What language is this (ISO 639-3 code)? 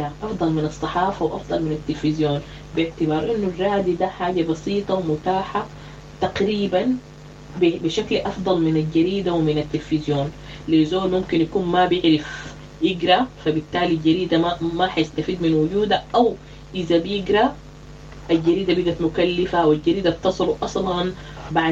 apd